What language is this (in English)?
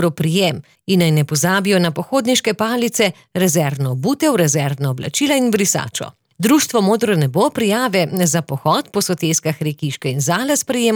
Slovenian